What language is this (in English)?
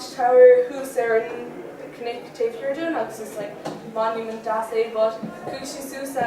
Irish